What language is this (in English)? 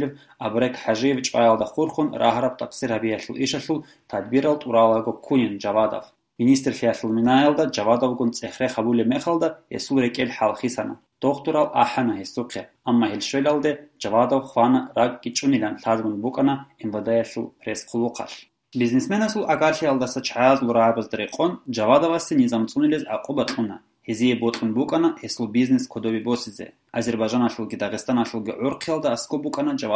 Avaric